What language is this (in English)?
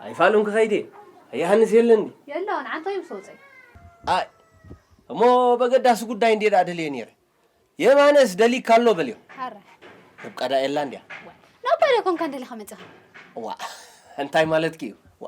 Tigrinya